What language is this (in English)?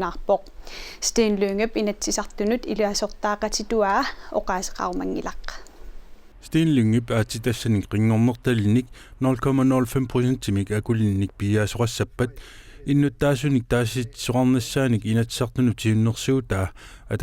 Kalaallisut